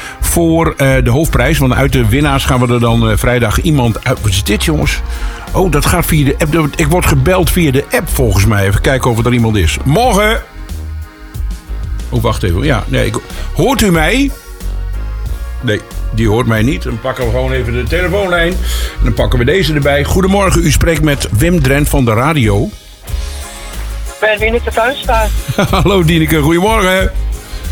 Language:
Dutch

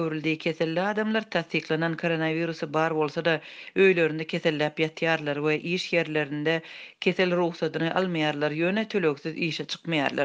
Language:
Turkmen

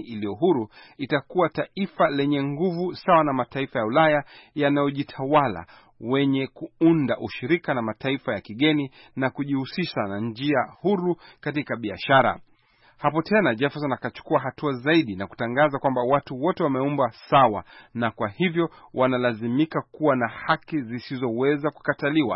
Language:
Swahili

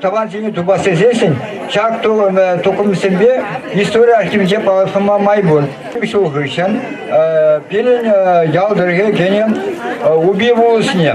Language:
Chuvash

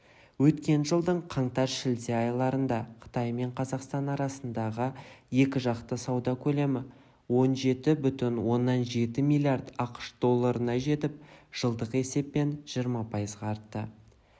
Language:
Kazakh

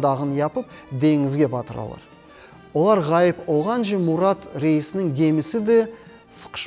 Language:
Crimean Tatar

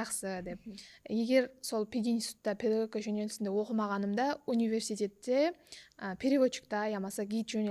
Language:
Kara-Kalpak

